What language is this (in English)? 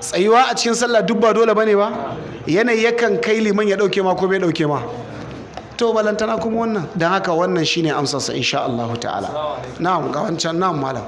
Hausa